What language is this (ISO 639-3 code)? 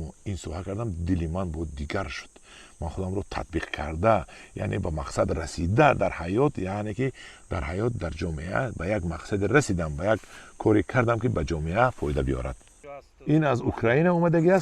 tgk